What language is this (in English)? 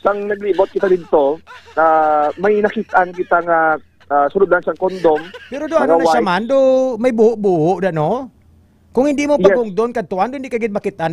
Hiligaynon